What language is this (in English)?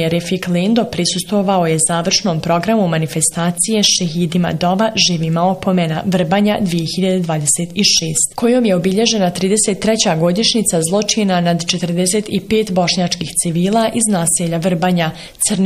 Bosnian